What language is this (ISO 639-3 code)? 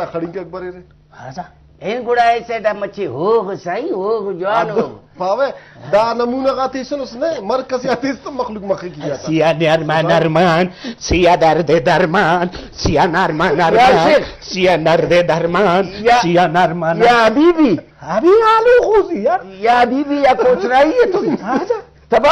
brh